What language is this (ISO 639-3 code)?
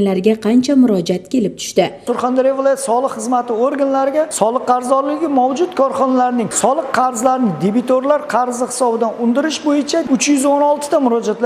uzb